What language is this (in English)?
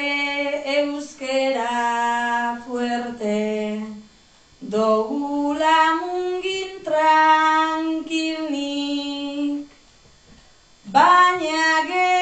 Basque